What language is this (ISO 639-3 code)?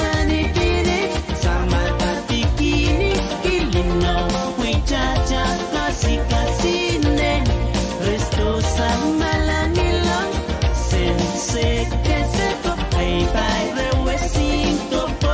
pon